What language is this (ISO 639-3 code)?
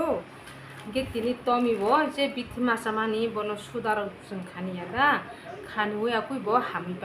trp